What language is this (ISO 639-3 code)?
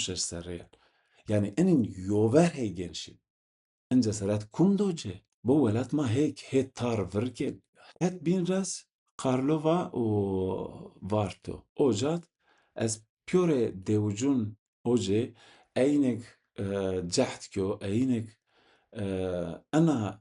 zza